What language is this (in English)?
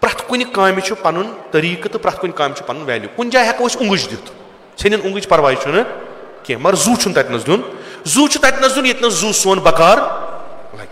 Kashmiri